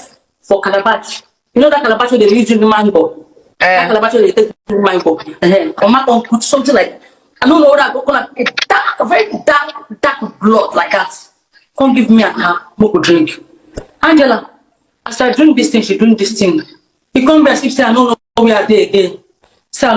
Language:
Nigerian Pidgin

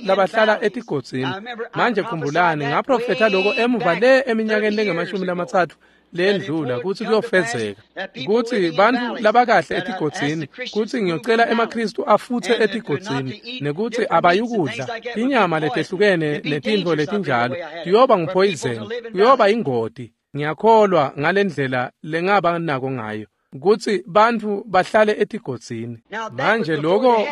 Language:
Swati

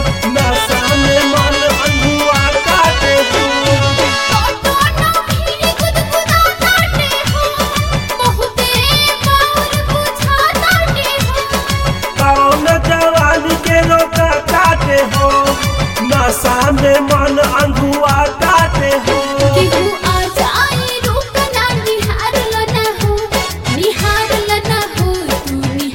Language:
Bhojpuri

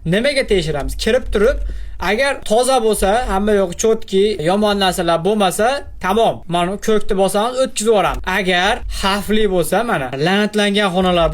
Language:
Uzbek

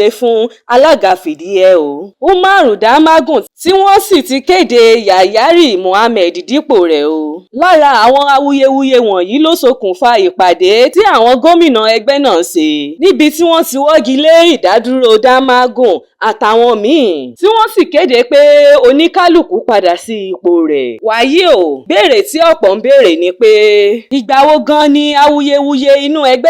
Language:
Yoruba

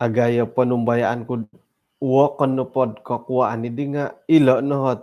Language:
Central Dusun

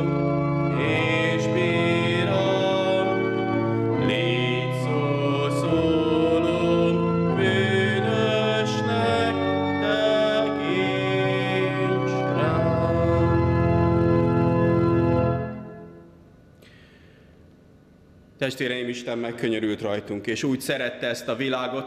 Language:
Hungarian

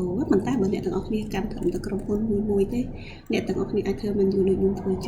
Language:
Khmer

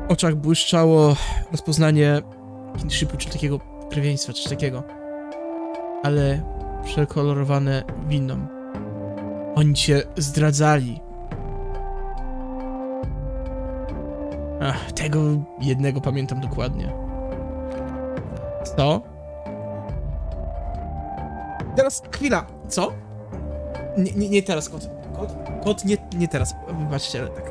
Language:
Polish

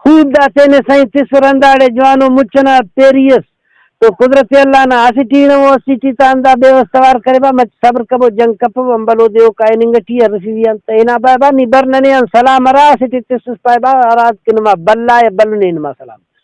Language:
Brahui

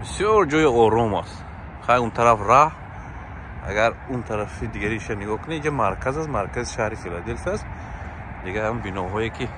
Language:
Tajik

